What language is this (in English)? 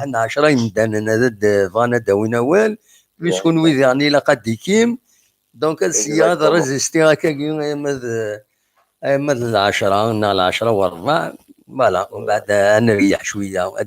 Kabyle